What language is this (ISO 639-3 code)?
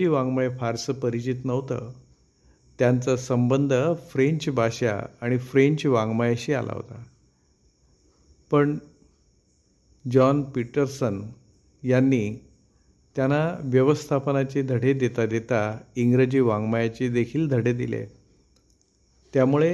mar